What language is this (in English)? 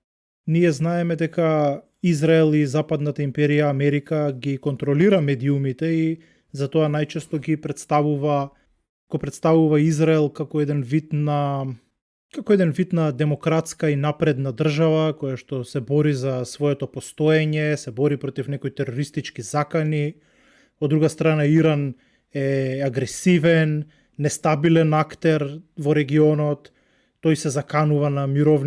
Macedonian